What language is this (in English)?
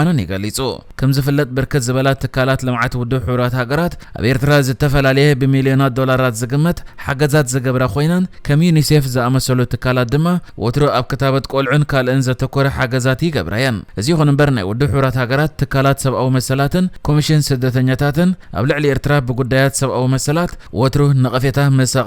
Tigrinya